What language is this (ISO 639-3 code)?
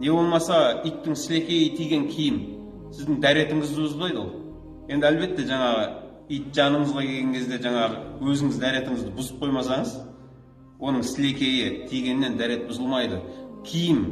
kaz